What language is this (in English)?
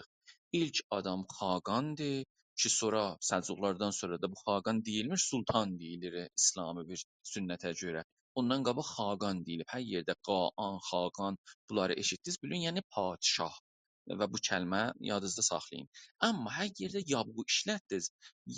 South Azerbaijani